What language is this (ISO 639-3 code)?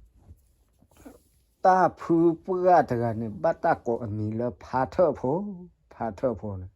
ksw